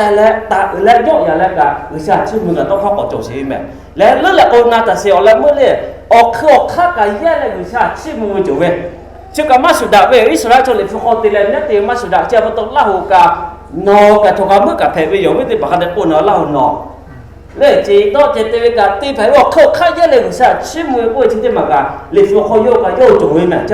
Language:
Lahu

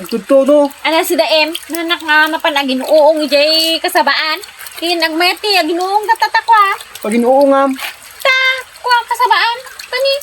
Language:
Iloko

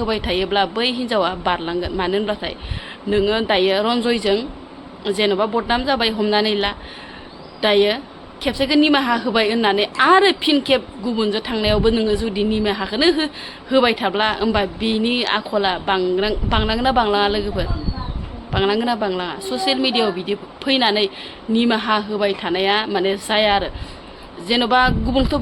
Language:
Bodo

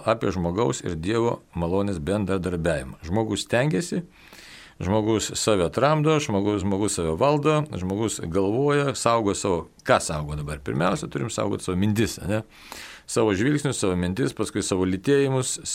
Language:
Lithuanian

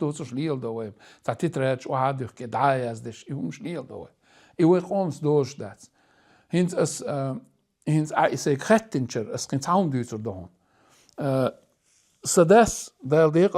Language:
Chechen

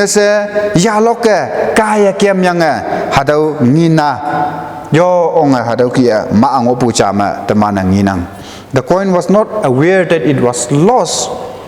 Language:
Konyak Naga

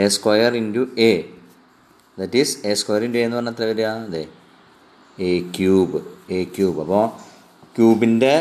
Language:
Malayalam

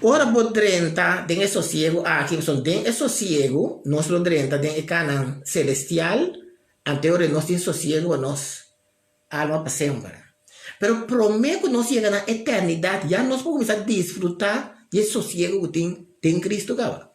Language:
Papiamento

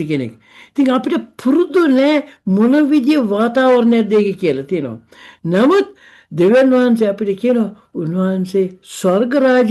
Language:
Sinhala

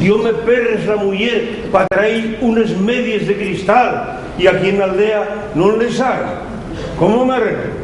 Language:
Asturian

